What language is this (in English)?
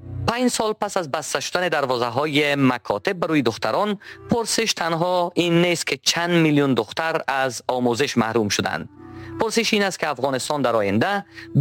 Persian